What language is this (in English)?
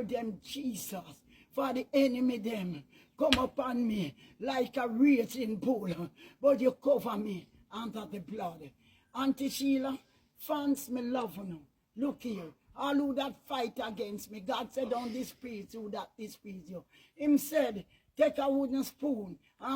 Jamaican Creole English